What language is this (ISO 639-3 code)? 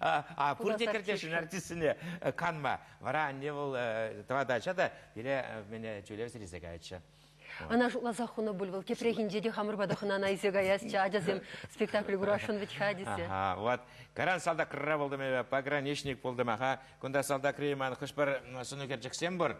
chv